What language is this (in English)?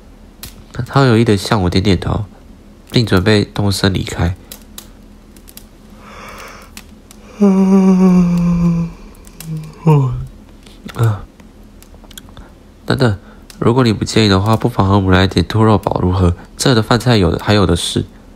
Chinese